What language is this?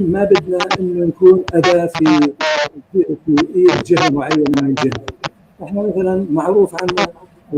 North Levantine Arabic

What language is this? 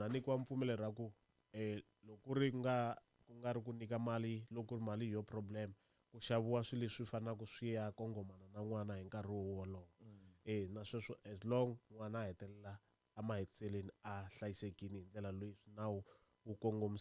Tsonga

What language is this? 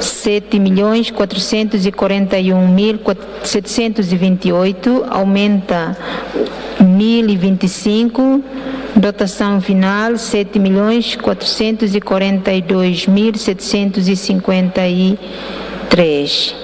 Tetum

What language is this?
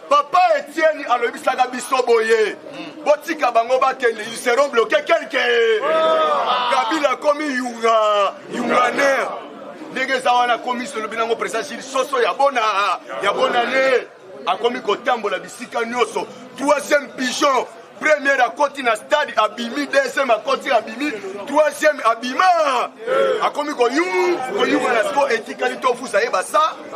Lingala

